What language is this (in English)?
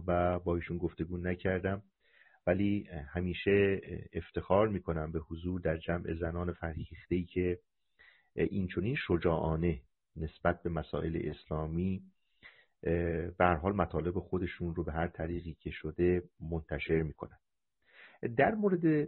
Persian